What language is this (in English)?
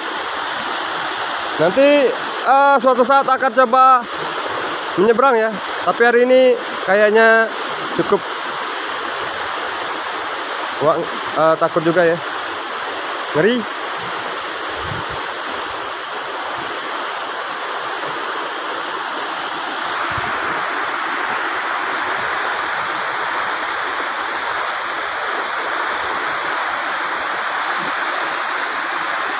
Indonesian